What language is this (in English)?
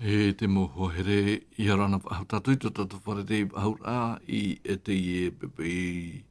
Tahitian